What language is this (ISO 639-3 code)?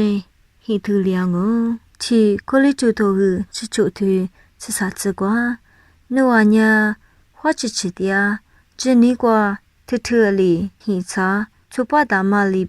lis